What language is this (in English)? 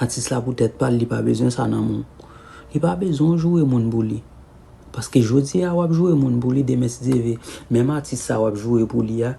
Haitian Creole